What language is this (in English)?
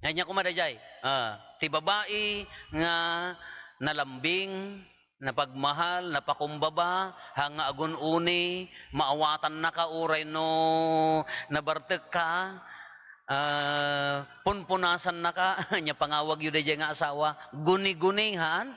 Iloko